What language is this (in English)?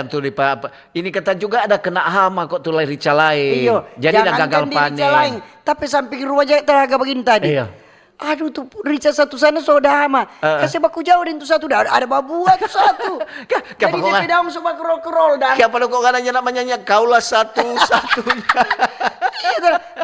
Manado Malay